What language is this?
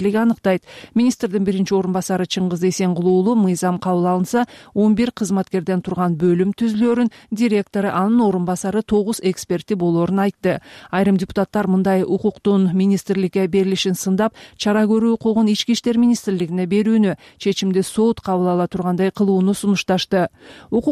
Kyrgyz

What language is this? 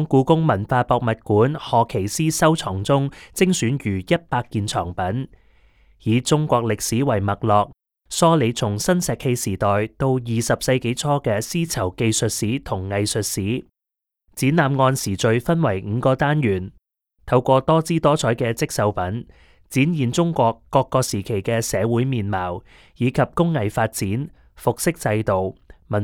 Cantonese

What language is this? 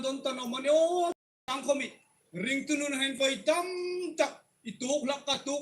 Hmar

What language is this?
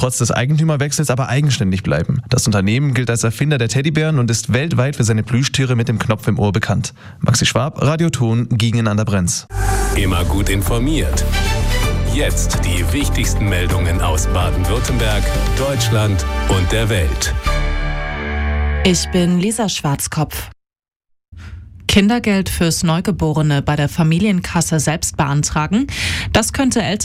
German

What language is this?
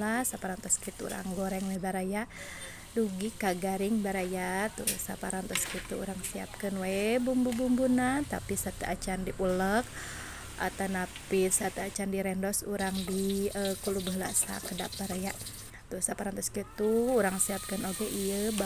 Sundanese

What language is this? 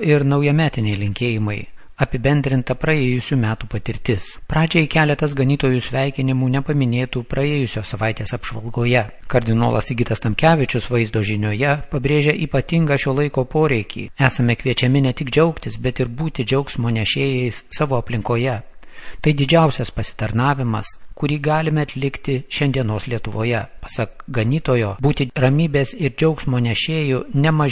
Lithuanian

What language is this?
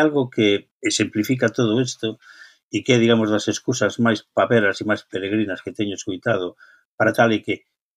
Galician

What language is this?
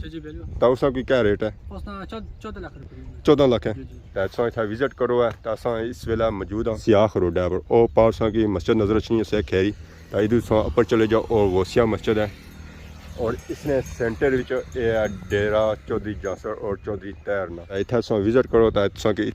Pahari-Potwari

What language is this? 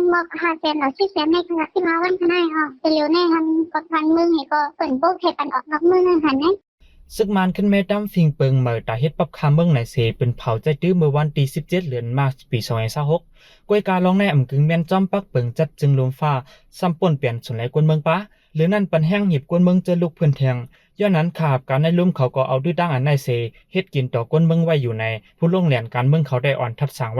Shan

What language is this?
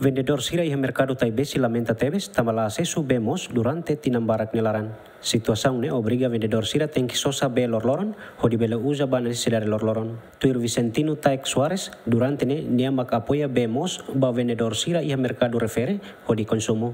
Tetum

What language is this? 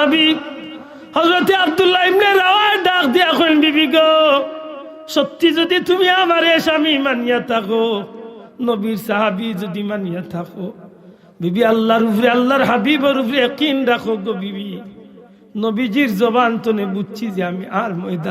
Sylheti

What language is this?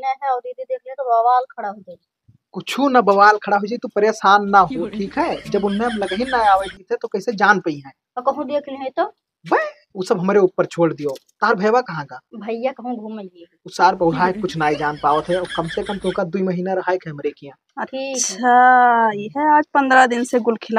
Awadhi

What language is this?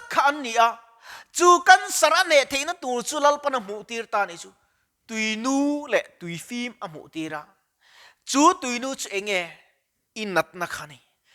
Mizo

